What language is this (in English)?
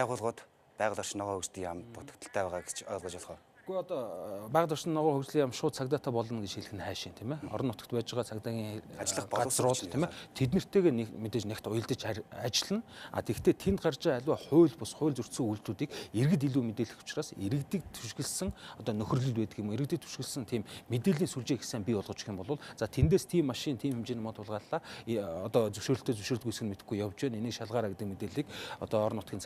Mongolian